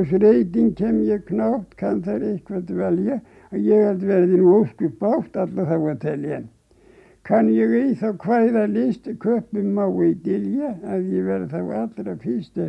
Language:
Icelandic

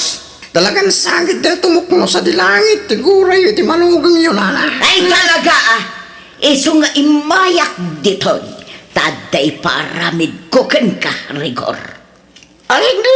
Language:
Iloko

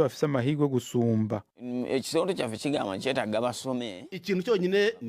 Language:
Rundi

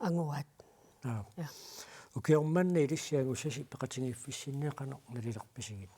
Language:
Kalaallisut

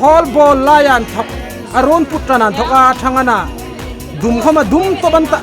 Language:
Hmar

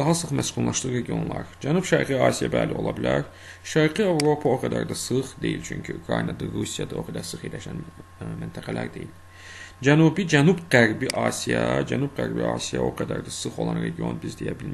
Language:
Azerbaijani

